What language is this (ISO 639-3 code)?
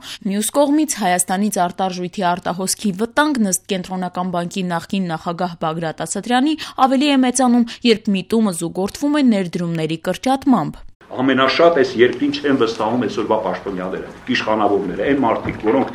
hye